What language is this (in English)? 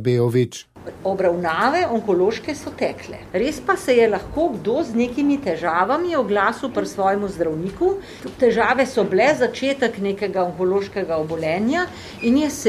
Slovenian